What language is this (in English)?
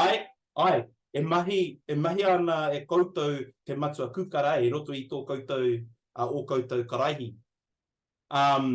Māori